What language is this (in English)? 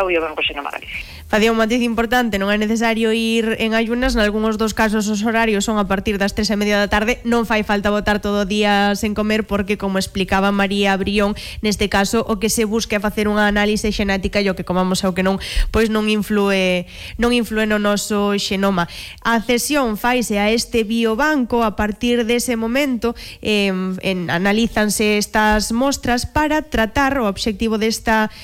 Galician